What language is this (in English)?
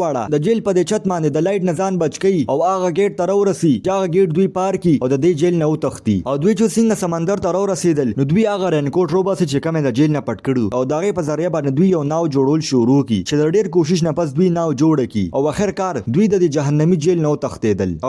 Pashto